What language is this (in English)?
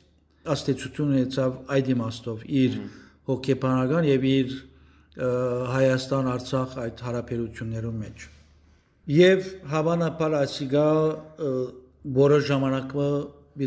Western Armenian